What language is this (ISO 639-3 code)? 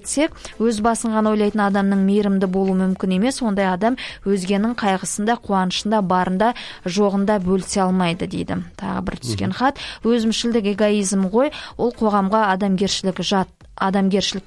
kaz